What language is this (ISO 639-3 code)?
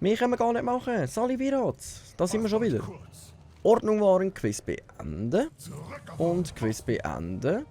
gsw